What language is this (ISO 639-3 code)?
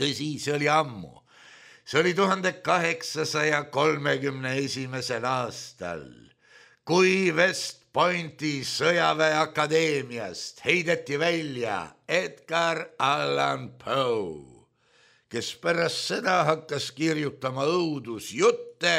est